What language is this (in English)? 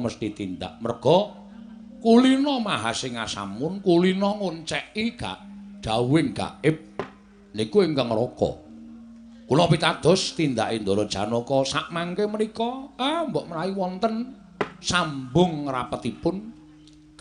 Javanese